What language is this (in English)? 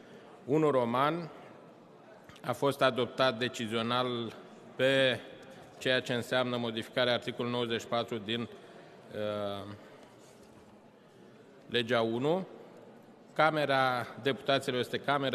Romanian